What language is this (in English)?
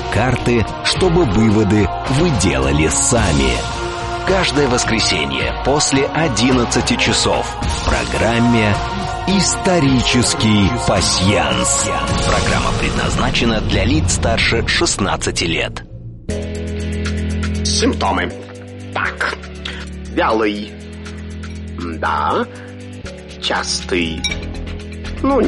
Russian